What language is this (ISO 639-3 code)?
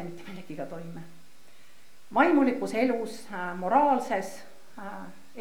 est